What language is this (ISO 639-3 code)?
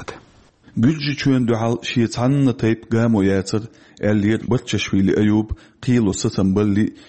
che